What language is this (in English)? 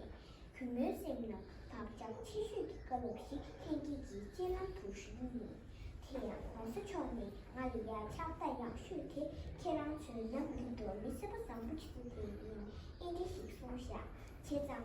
Tibetan